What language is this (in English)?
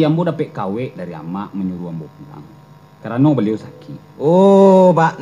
Minangkabau